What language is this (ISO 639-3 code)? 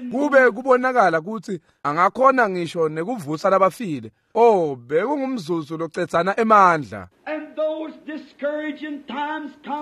ssw